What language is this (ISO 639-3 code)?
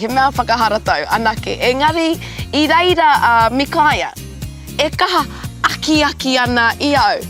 mri